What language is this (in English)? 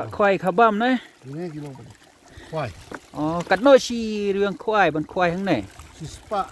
Khasi